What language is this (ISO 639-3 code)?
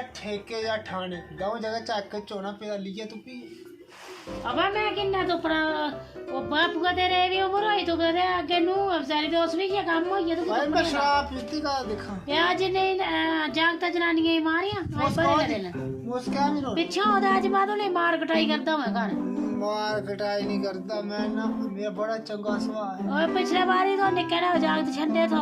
doi